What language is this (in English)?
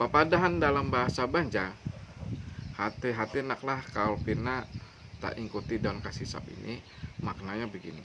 Banjar